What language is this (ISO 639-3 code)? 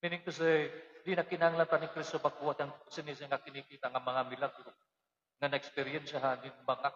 war